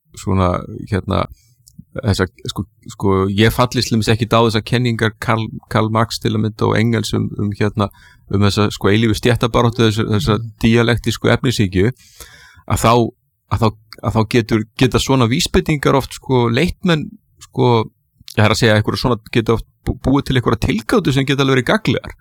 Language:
Icelandic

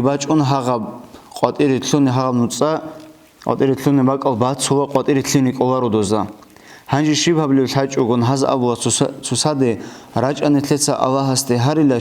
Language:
Avaric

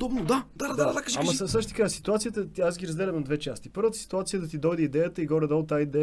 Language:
Bulgarian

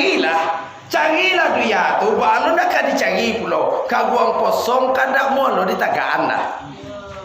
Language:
Minangkabau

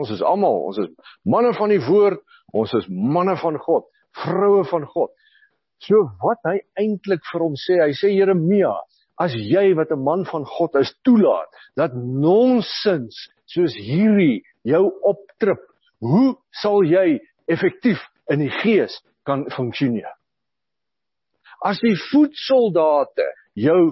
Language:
Afrikaans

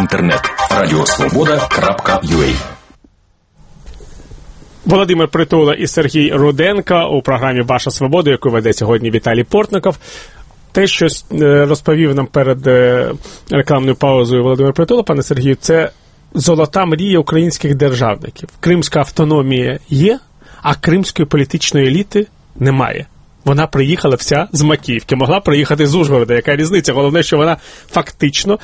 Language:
Ukrainian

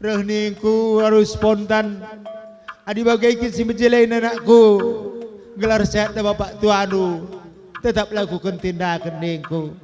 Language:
Batak Karo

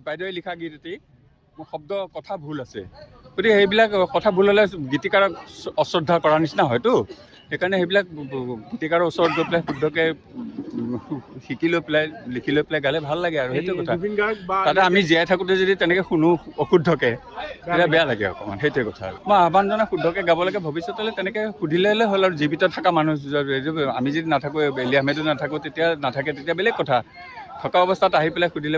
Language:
Assamese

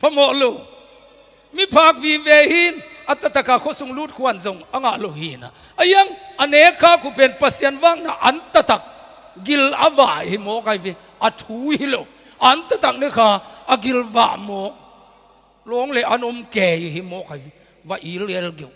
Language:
Tedim Chin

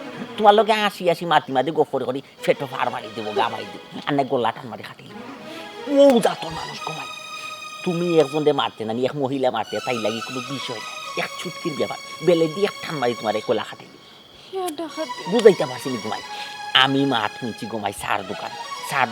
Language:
Sylheti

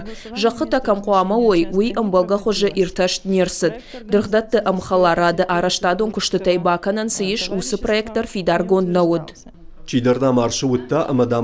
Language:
Ossetic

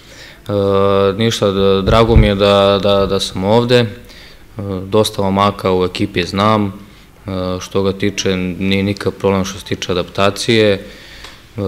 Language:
Serbian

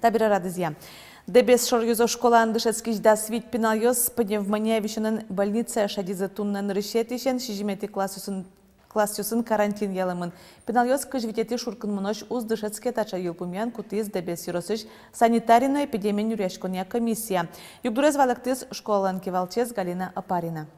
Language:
Udmurt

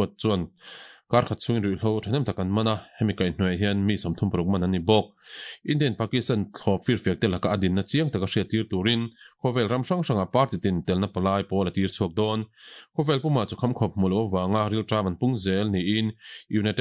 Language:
Mizo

